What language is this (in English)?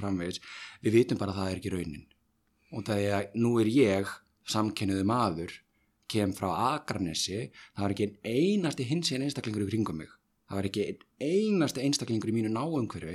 Icelandic